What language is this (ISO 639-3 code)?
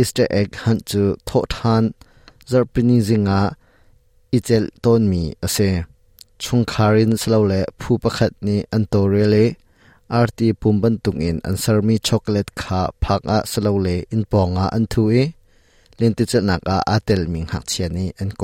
cnh